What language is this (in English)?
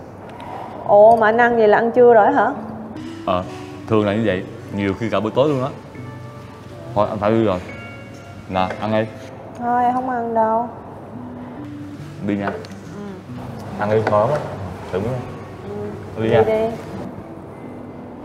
Vietnamese